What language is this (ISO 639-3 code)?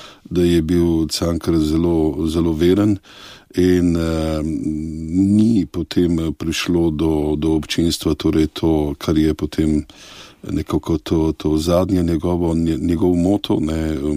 slv